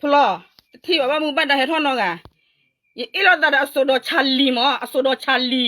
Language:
S'gaw Karen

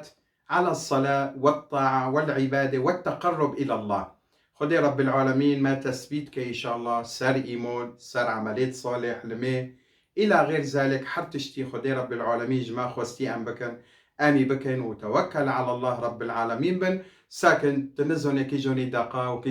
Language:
Kurdish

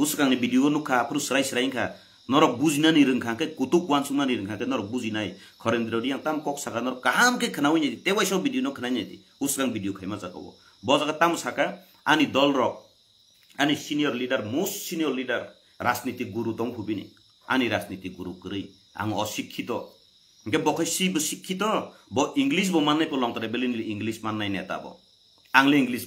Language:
Kok Borok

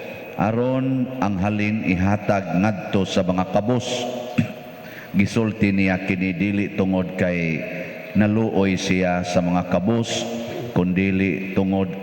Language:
Cebuano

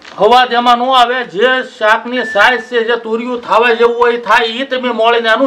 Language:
Gujarati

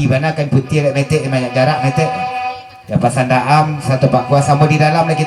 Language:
Minangkabau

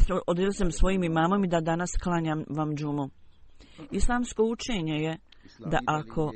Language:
Bosnian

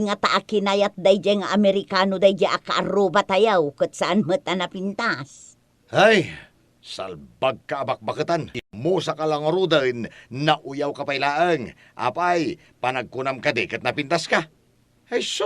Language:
Iloko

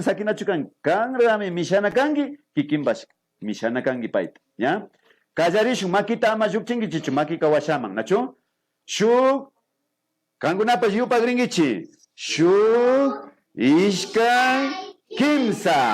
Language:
Imbabura Highland Quichua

